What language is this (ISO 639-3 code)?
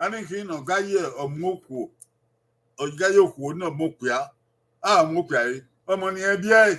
bin